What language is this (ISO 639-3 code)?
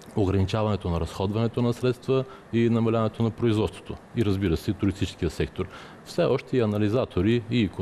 bul